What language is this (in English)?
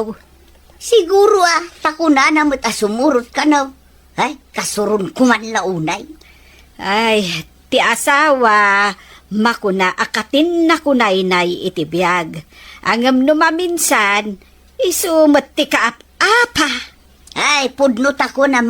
Iloko